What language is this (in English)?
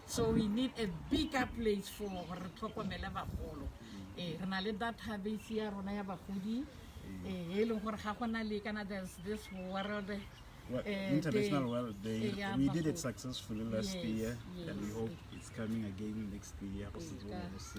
Tswana